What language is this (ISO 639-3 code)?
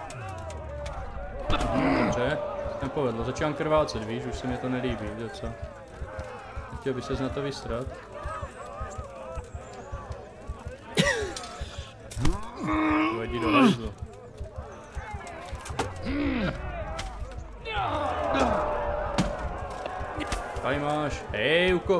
ces